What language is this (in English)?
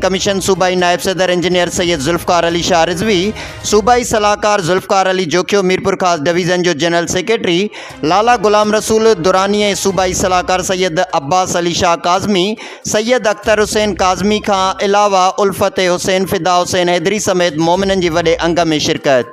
Sindhi